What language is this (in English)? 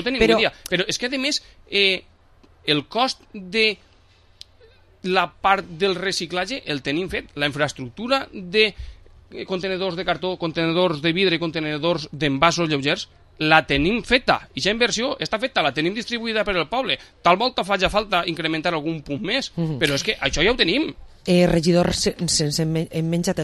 Catalan